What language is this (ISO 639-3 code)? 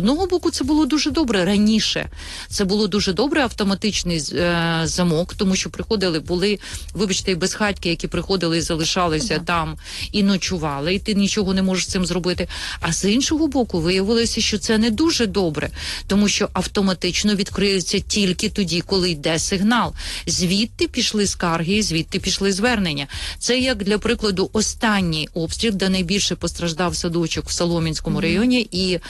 ukr